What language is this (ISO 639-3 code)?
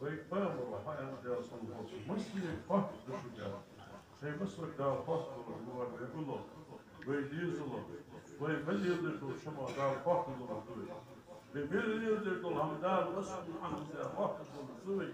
inh